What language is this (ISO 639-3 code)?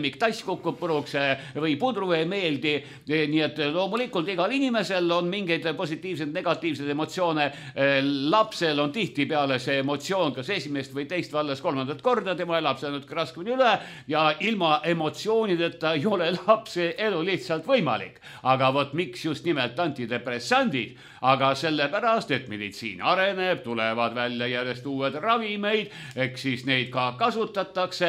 est